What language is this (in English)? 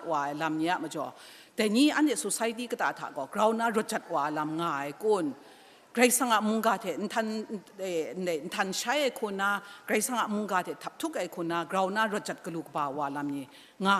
Kachin